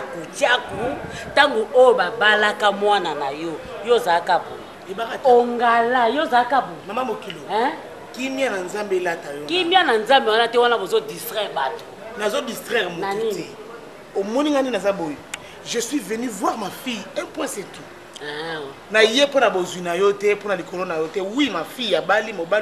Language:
Lingala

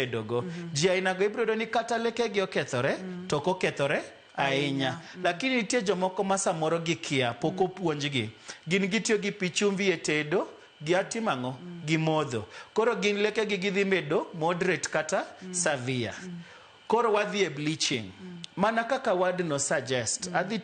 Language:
Luo (Kenya and Tanzania)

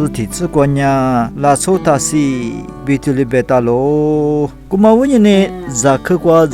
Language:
Lisu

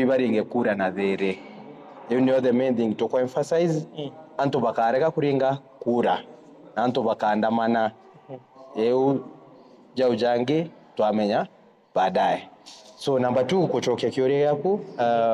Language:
Meru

